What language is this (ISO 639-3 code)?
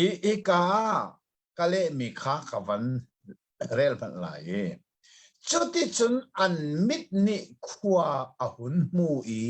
cnh